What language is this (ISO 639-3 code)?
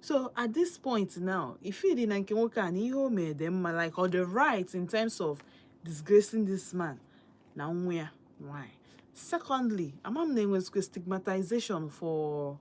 ibo